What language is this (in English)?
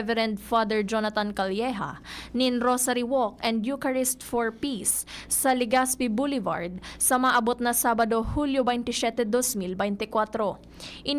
Bikol